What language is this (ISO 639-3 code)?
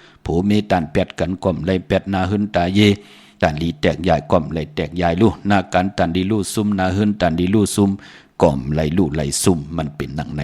shn